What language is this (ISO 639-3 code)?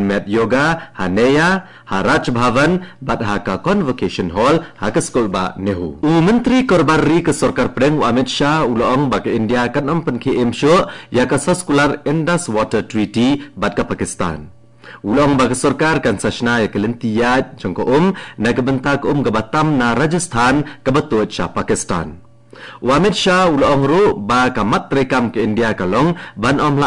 kha